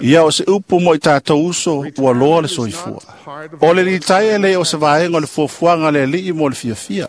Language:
Samoan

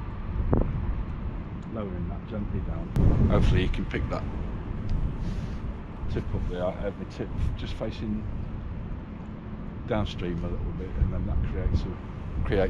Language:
English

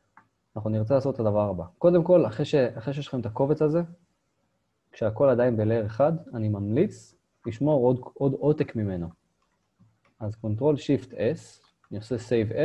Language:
Hebrew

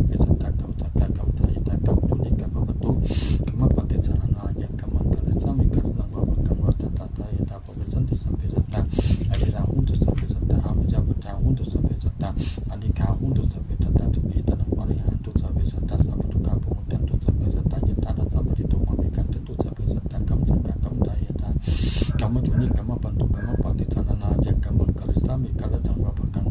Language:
Pali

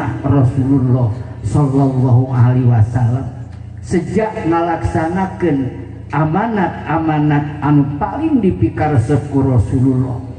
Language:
Sundanese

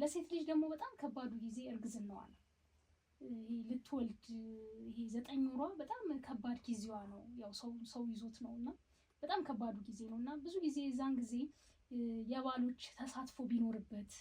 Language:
Amharic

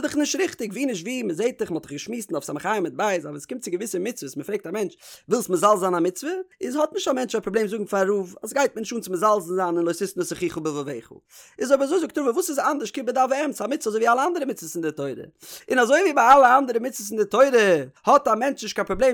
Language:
Yiddish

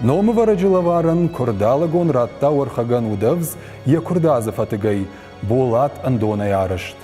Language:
Ossetic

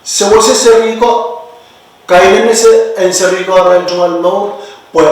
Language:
Pohnpeian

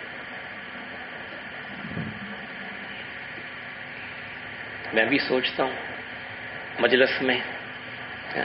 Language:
Urdu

